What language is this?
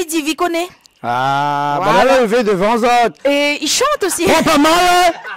Réunion Creole French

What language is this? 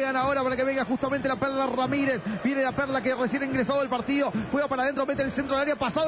Spanish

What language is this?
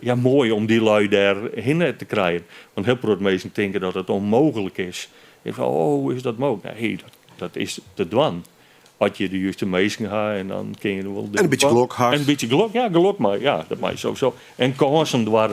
Western Frisian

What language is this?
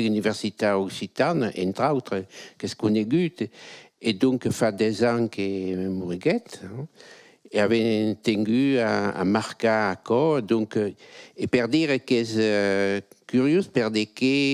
Occitan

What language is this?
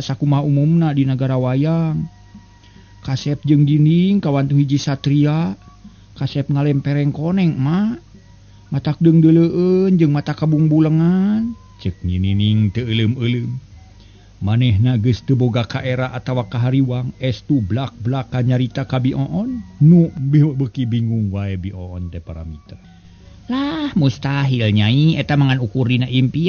Sundanese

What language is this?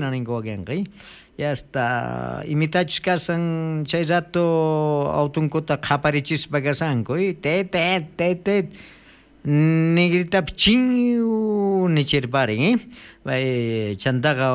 South Bolivian Quechua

